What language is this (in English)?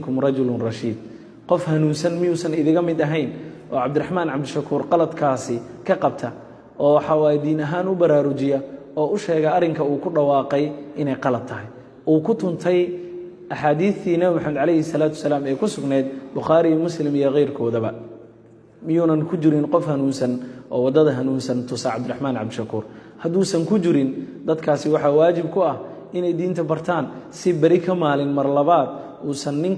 Somali